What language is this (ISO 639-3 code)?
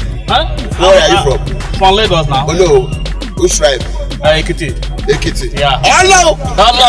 pcm